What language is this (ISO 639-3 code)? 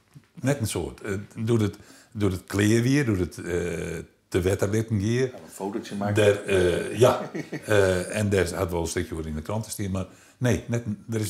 fry